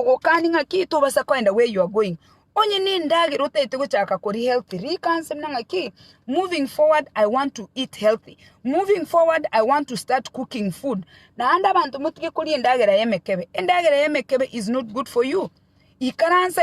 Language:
Gusii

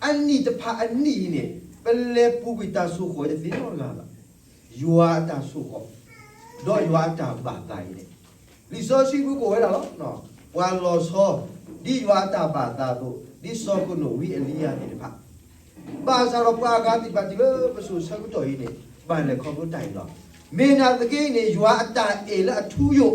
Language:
S'gaw Karen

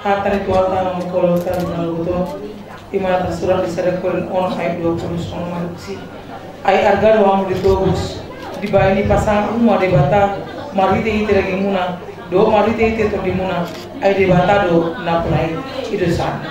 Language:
Batak Toba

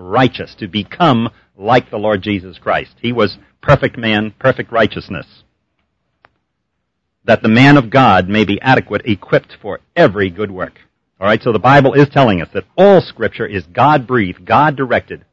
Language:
English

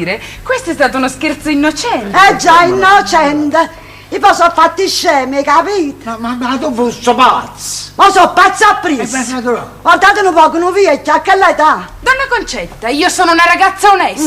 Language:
Neapolitan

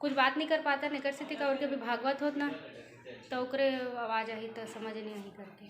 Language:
Chhattisgarhi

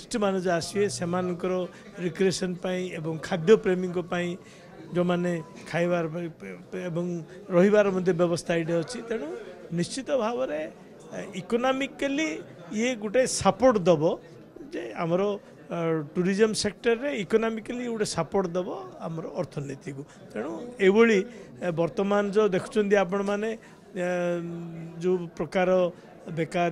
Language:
Odia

